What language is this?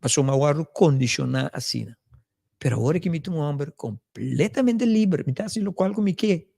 Papiamento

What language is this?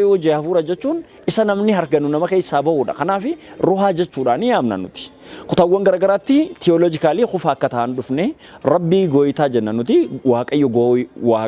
Oromo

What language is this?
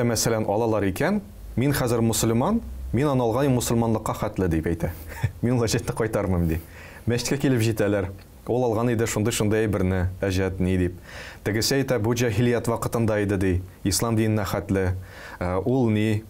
Tatar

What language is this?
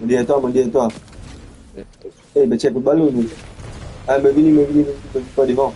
Morisyen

